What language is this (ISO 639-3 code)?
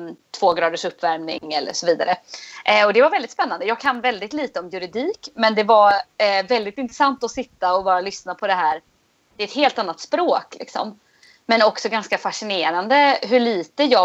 swe